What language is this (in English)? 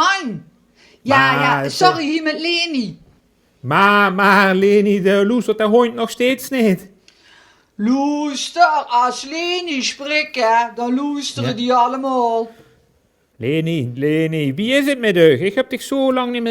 Limburgish